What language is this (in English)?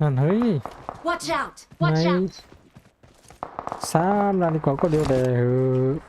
Shan